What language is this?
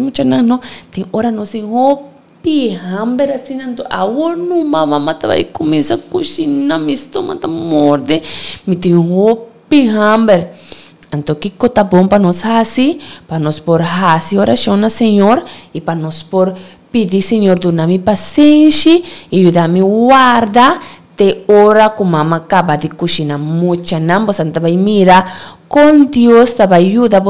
Papiamento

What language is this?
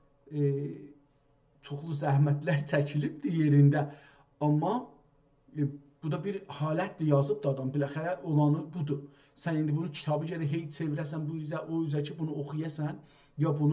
South Azerbaijani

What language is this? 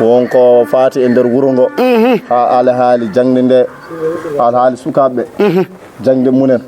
Fula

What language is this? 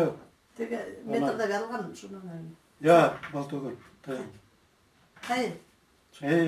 Bashkir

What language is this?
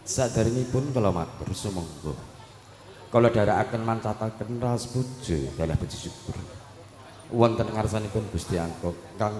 Javanese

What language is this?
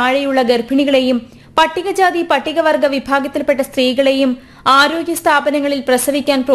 Malayalam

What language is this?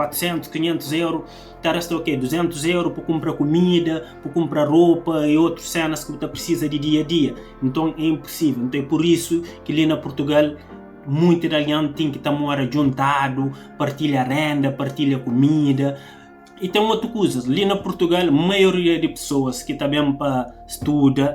Kabuverdianu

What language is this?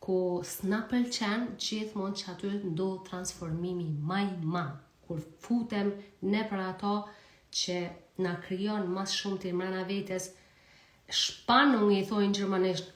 Albanian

